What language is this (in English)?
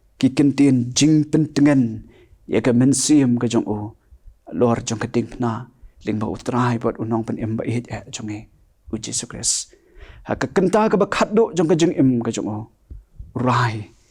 Khasi